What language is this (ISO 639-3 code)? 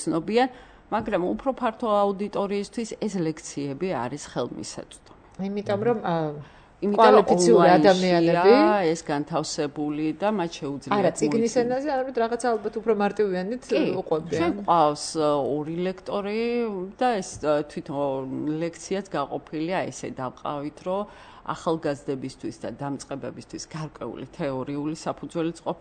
kat